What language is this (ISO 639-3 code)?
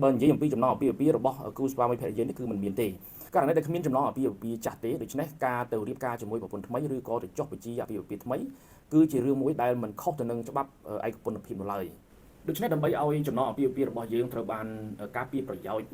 khm